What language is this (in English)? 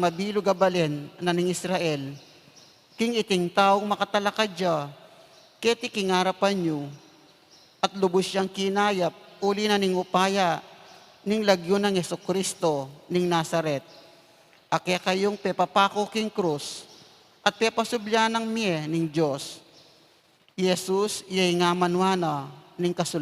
Pampanga